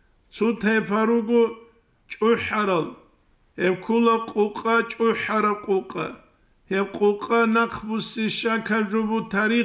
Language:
Avaric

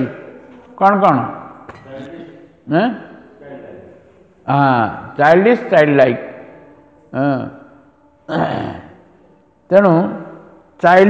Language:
Odia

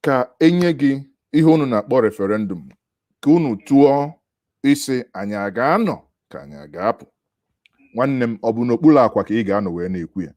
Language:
Igbo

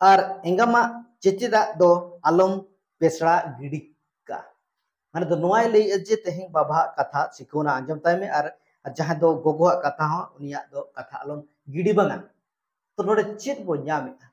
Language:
Santali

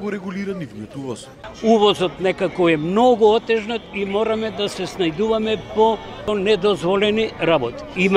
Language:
Macedonian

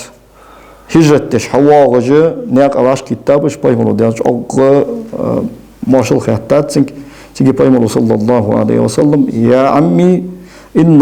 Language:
Ingush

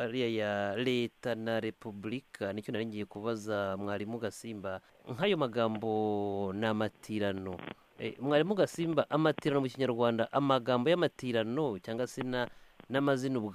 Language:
Kinyarwanda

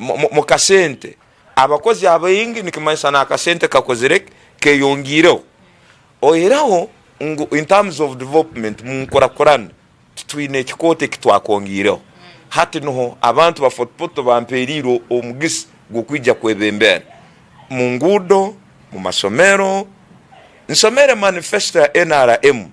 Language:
Tooro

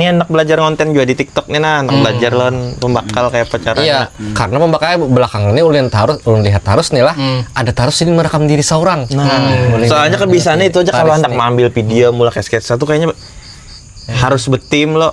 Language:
Banjar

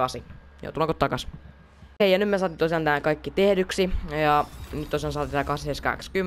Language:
Finnish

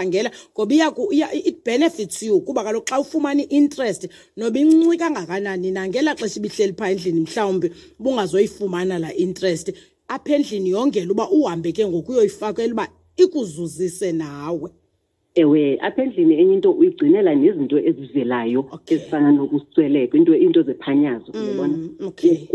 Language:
Xhosa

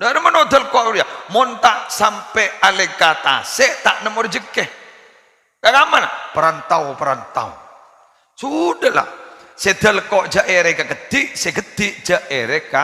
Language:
Madurese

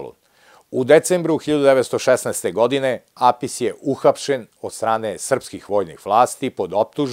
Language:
Serbian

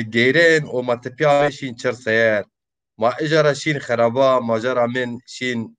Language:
Zaza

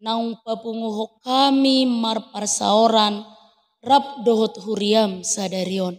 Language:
Batak Toba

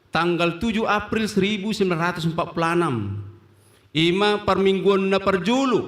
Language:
Batak Toba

